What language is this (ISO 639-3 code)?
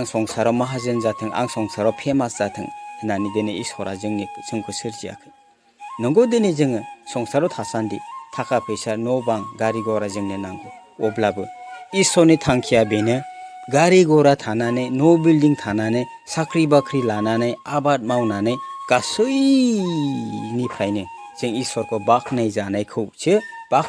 brx